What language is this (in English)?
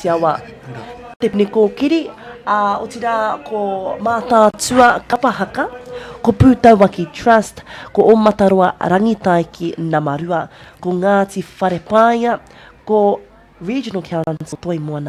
Māori